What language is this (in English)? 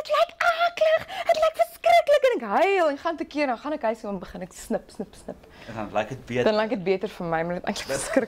Afrikaans